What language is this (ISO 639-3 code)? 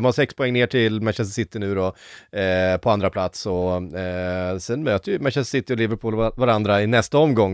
swe